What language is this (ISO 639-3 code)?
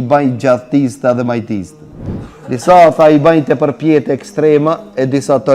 sqi